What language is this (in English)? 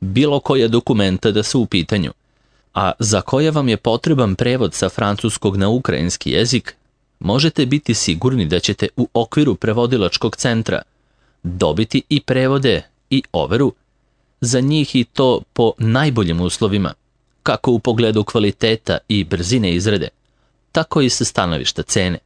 Serbian